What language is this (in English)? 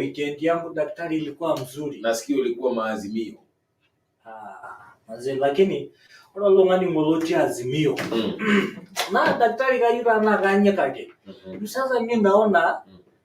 Masai